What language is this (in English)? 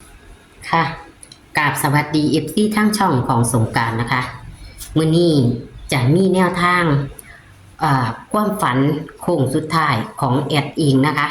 Northeastern Thai